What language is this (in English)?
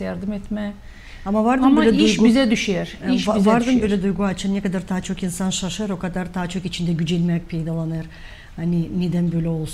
Gagauz